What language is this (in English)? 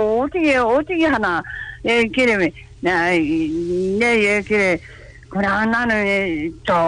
Korean